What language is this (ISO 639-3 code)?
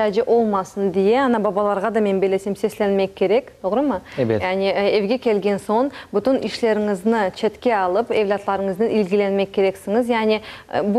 crh